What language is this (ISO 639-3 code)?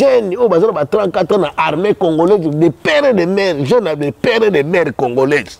lin